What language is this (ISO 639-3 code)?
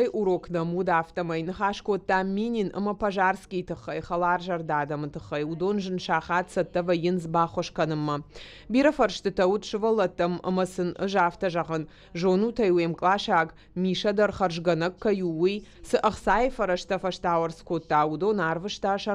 oss